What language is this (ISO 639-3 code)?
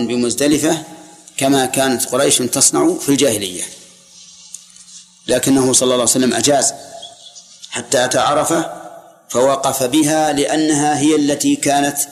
ara